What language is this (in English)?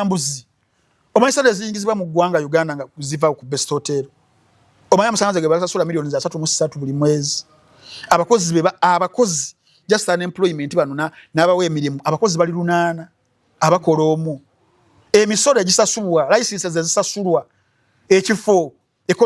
Ganda